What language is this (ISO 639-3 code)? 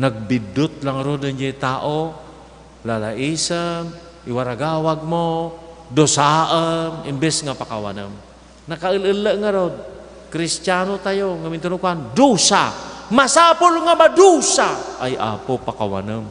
ilo